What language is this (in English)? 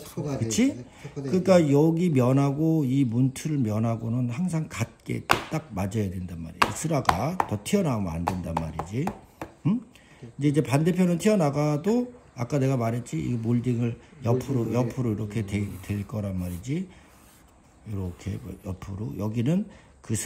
Korean